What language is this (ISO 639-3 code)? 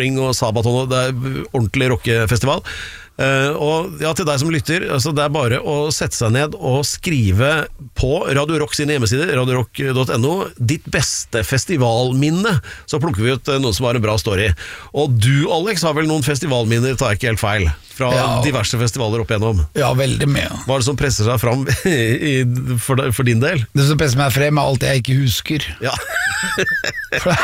nor